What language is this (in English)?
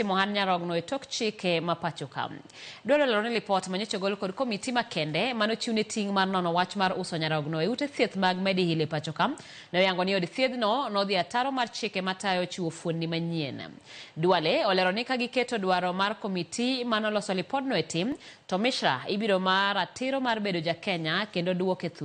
Luo (Kenya and Tanzania)